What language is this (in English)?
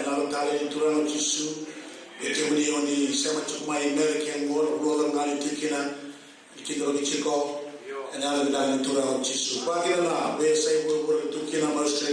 Fijian